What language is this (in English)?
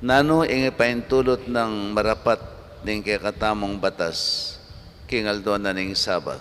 Pampanga